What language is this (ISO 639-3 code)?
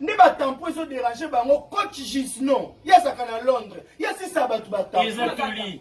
lin